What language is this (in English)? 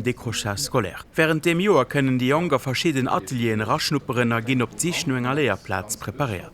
Luxembourgish